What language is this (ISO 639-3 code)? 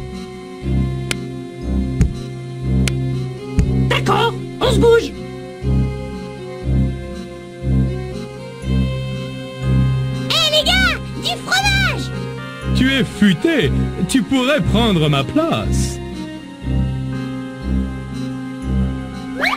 fra